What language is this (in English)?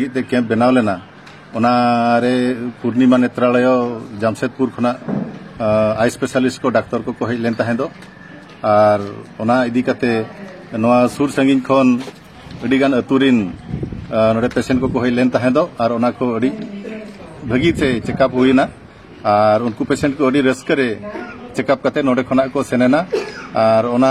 Santali